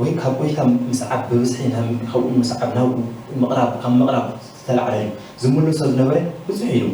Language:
Tigrinya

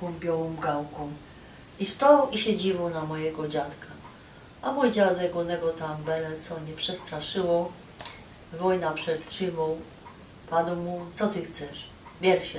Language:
Silesian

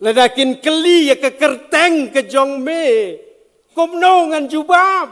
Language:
Khasi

